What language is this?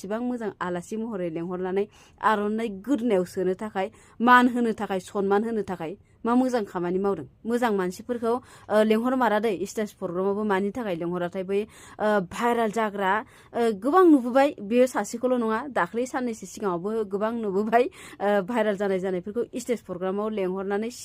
Bodo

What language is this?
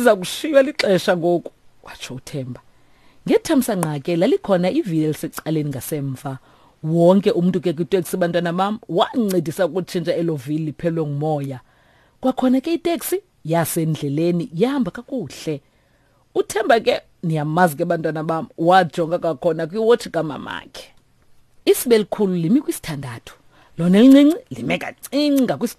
Xhosa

